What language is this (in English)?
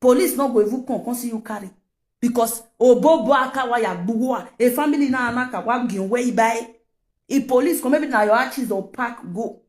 Nigerian Pidgin